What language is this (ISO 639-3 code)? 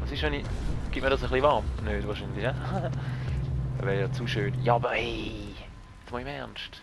gsw